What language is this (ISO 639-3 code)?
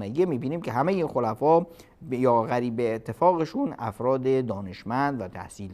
fas